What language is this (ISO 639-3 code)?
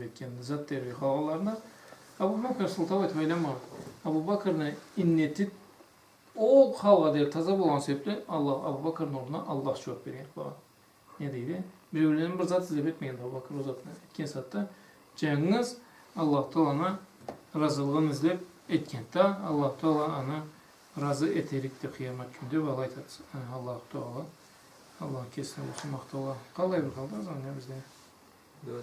krc